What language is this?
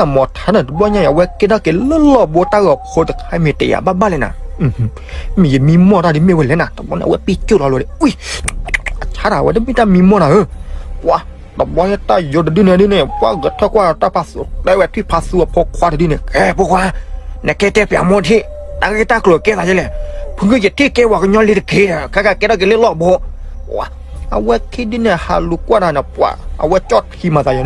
S'gaw Karen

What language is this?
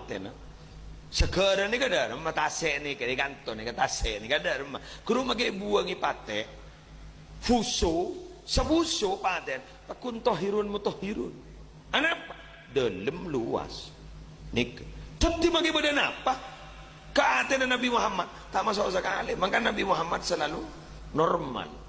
Madurese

